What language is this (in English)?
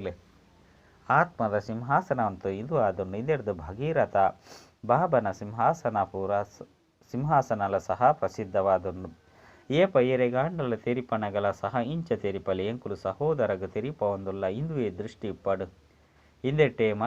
Tulu